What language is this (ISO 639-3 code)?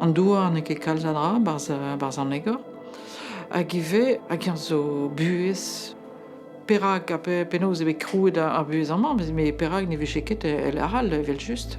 bre